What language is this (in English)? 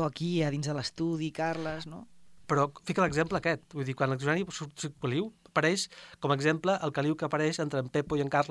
Catalan